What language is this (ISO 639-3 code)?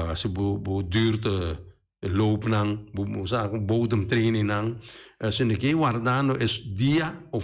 pap